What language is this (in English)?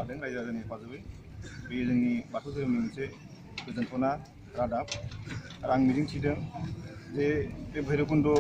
Bodo